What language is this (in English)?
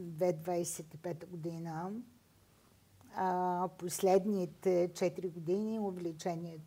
Bulgarian